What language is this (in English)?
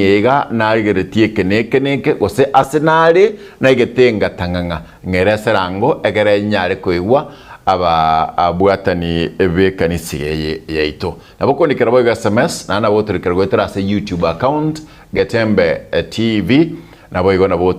Gusii